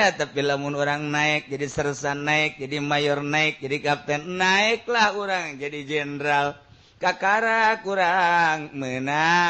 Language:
Sundanese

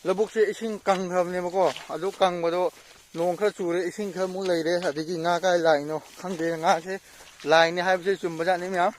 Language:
Manipuri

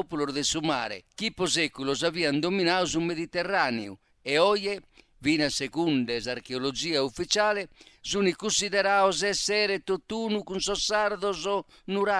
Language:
Sardinian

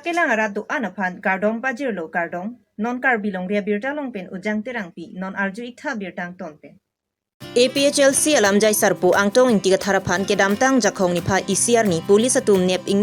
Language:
Karbi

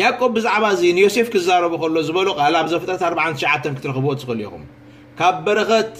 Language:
Tigrinya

